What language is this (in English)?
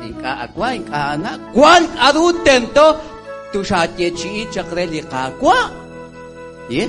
Kekchí